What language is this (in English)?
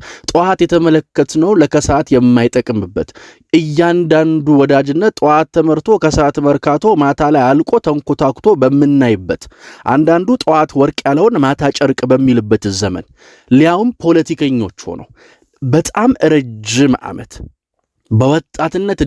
Amharic